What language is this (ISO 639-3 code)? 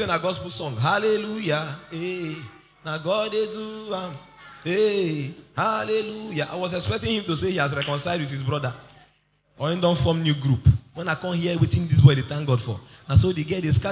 pcm